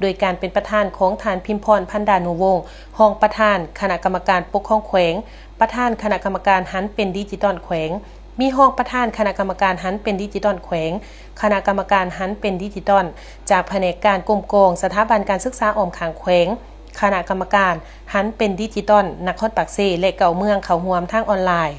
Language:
Lao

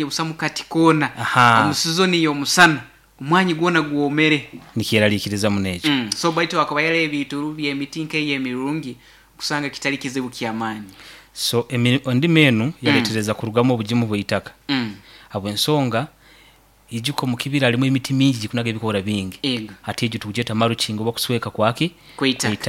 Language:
Nyoro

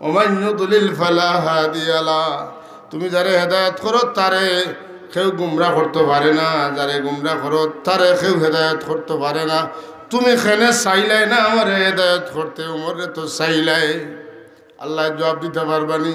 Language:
Sylheti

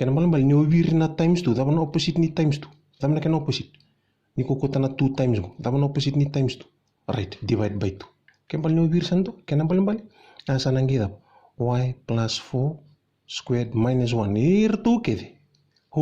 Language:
Fijian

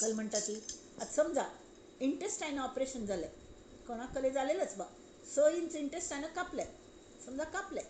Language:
Konkani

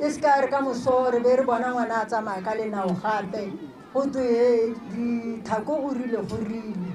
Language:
Tswana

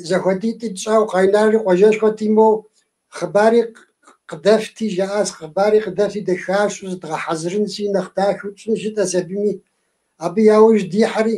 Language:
Kabardian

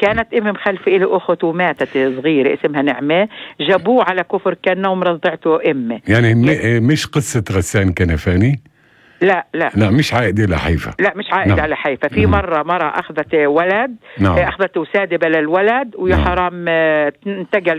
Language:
North Levantine Arabic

